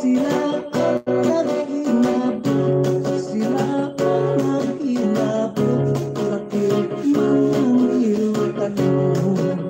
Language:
Hiligaynon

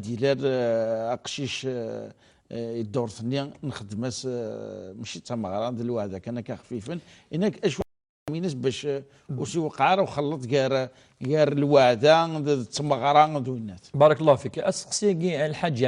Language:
Kabyle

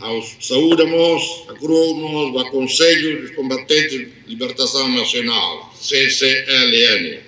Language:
Tetum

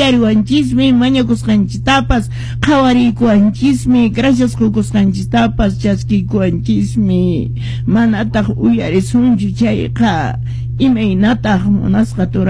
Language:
Quechua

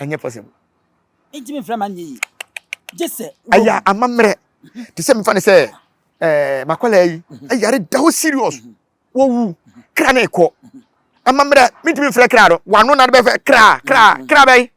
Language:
Akan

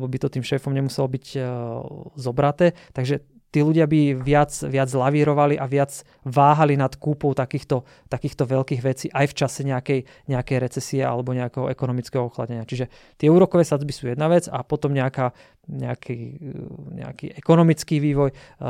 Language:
Slovak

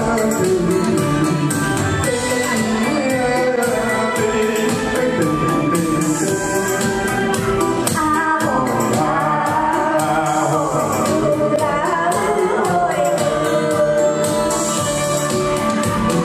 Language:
Vietnamese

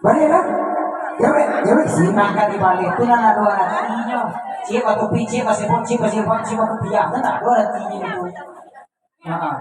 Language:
Minangkabau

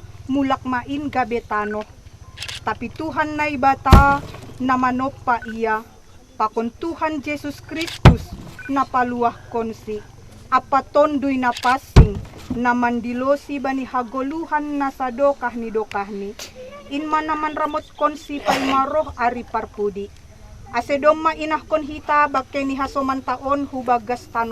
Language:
Batak Simalungun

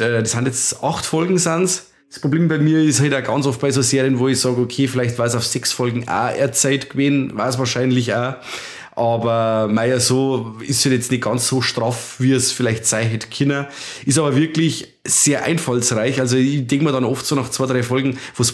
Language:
Bavarian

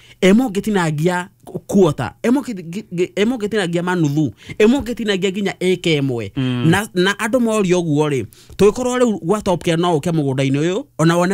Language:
Kikuyu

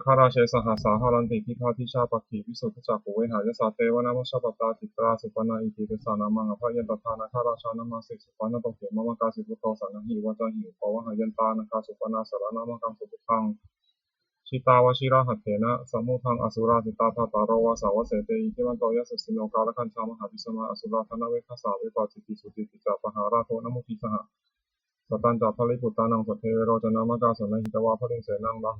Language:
Pali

